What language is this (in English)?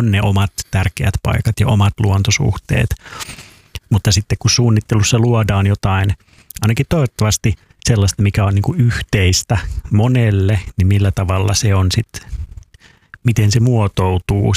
Finnish